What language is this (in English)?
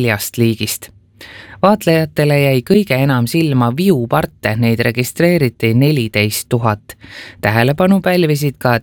Estonian